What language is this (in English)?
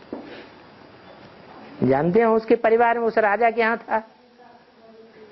Hindi